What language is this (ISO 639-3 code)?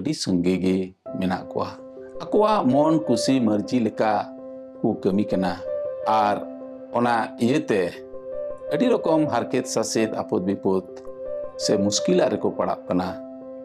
sat